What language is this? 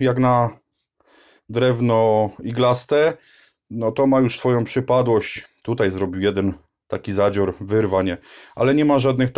Polish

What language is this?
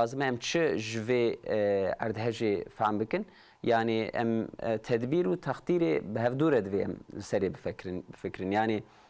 Kurdish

